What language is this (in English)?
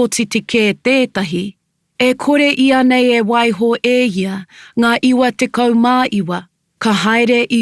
Māori